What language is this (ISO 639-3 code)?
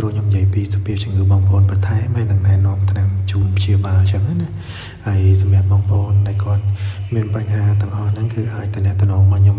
khm